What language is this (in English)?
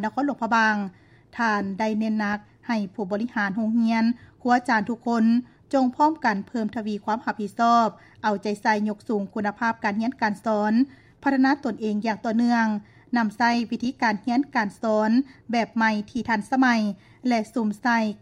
Lao